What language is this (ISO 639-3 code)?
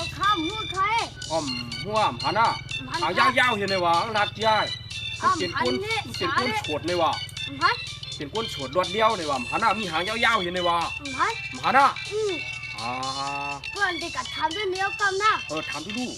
shn